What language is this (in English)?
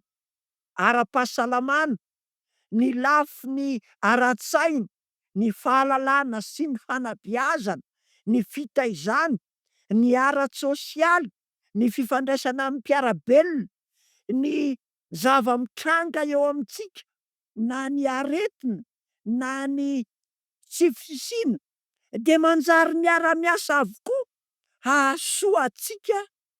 Malagasy